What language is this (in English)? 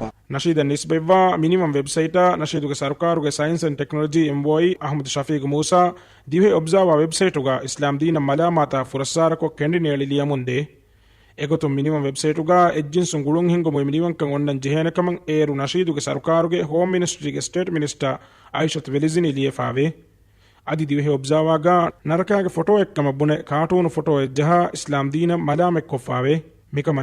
Divehi